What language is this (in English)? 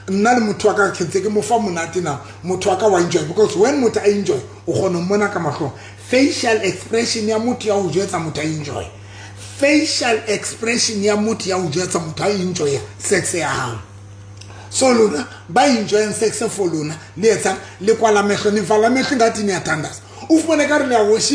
Southern Sotho